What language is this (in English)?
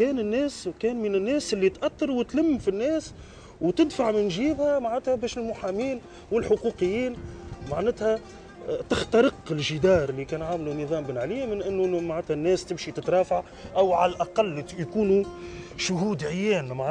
Tunisian Arabic